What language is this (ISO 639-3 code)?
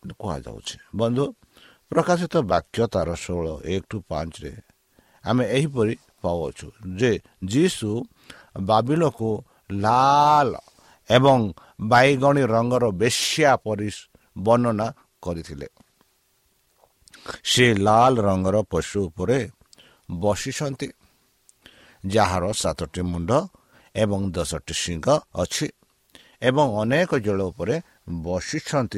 ori